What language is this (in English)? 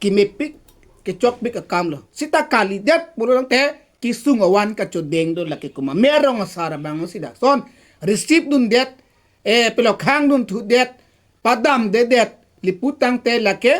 Karbi